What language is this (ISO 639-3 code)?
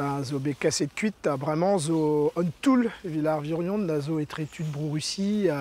bre